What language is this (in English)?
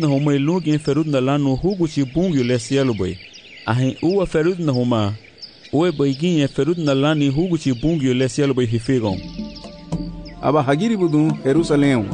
Garifuna